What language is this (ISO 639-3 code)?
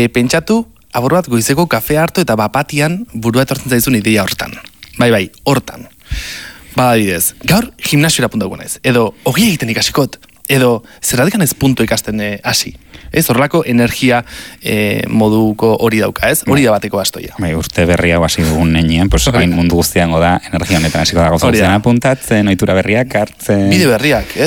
eus